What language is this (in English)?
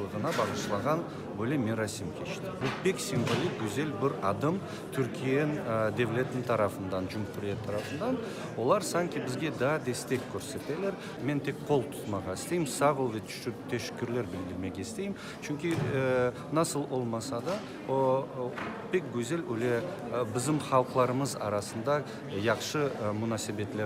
Crimean Tatar